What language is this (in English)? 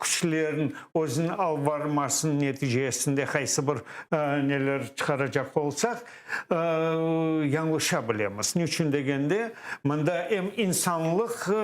Crimean Tatar